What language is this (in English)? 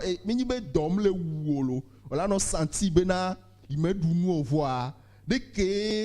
Ewe